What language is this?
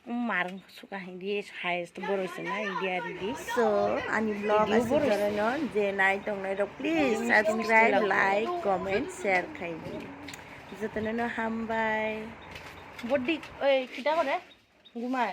Kok Borok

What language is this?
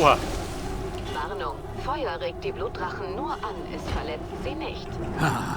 Bavarian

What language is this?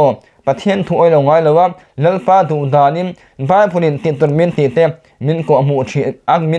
Mizo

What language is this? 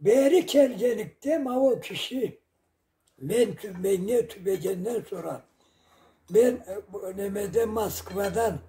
Karachay-Balkar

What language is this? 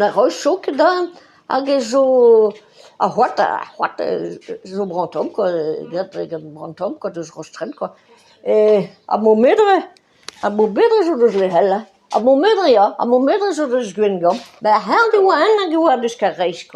Breton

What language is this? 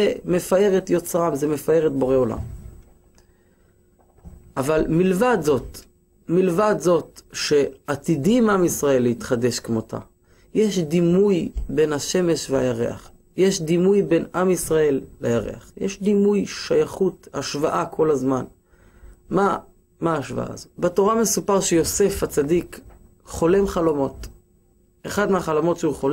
Hebrew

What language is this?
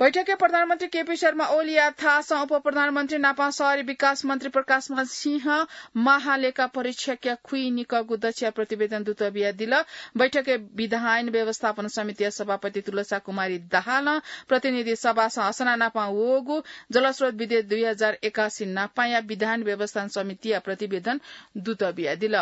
Newari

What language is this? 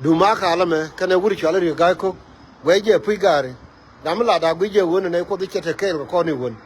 Nuer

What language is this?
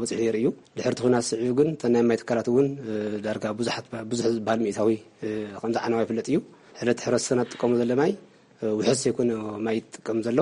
Tigrinya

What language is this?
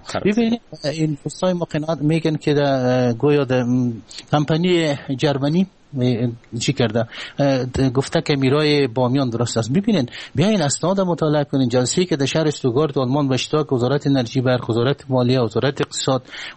Persian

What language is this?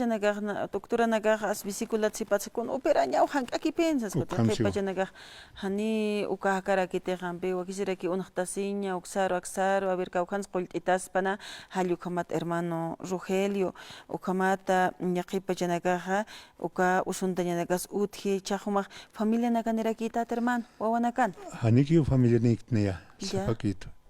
Aymara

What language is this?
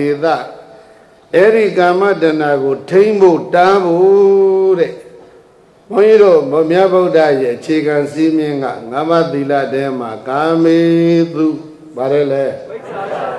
Burmese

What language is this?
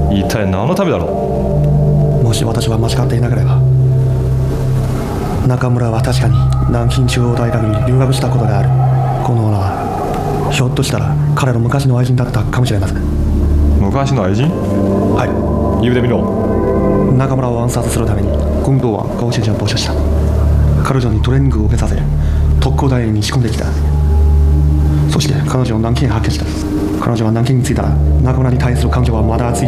Japanese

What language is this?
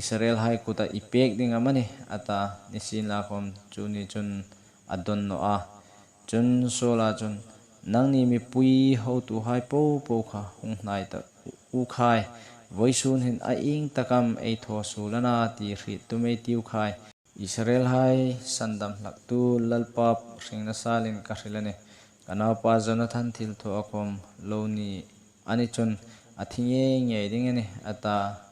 Hmar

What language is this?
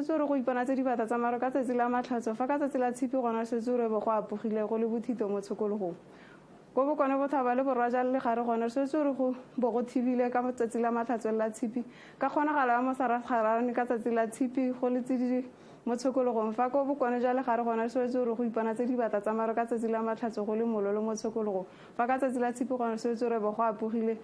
Tswana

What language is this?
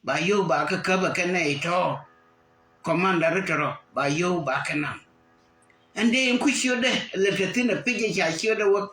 Nuer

